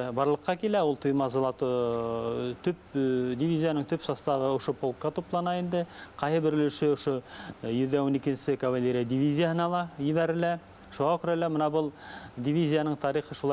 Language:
Bashkir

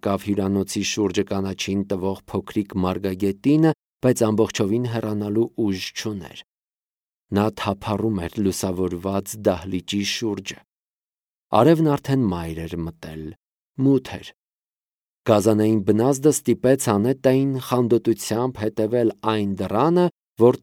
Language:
Armenian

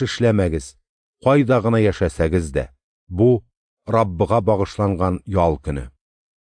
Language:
Tatar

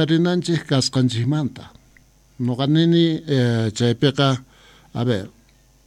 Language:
Quechua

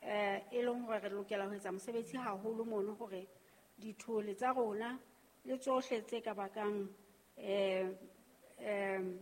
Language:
Southern Sotho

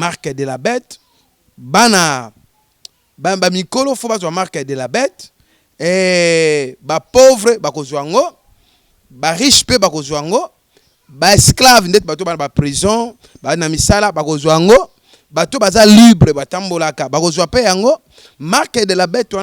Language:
Lingala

